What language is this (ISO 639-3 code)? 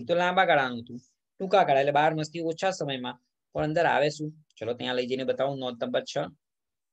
guj